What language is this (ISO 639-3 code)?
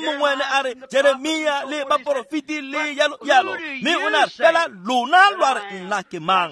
tsn